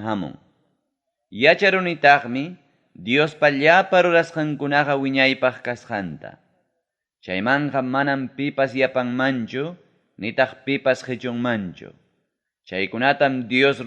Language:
Ayacucho Quechua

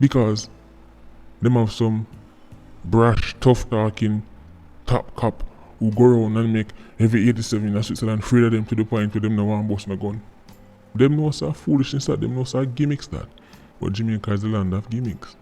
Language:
Jamaican Creole English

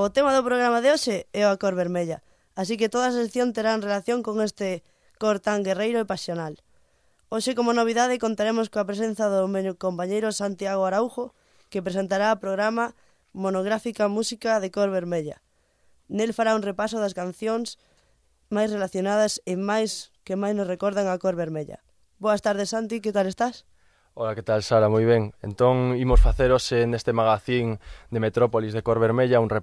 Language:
Galician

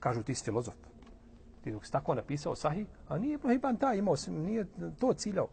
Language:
Bosnian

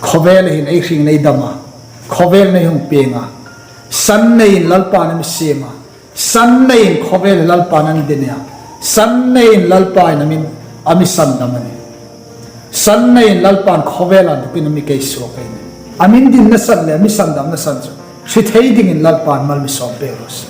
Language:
Hmar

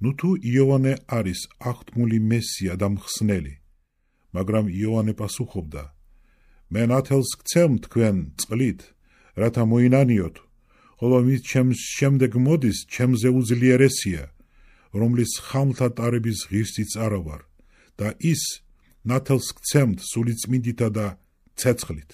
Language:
Georgian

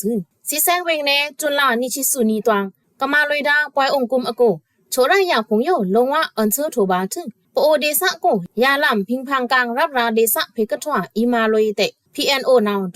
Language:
Pa'o Karen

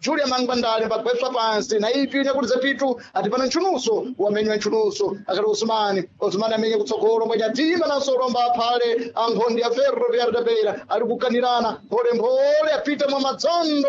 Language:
Sena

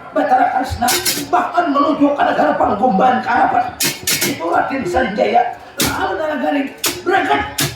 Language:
Banjar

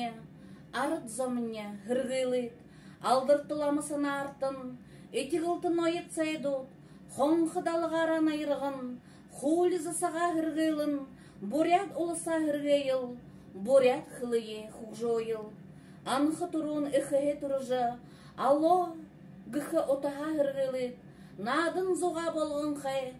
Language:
Buriat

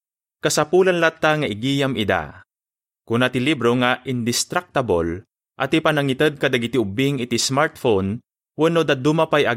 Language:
Iloko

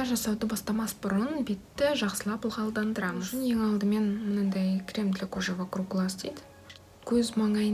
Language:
Kazakh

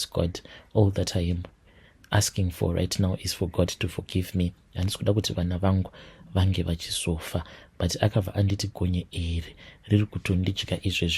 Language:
Shona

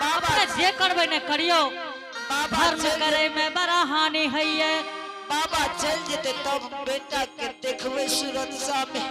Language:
Angika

